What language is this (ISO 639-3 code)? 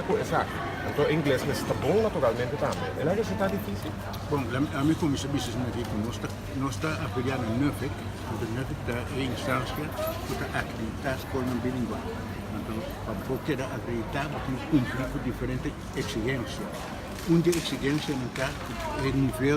pap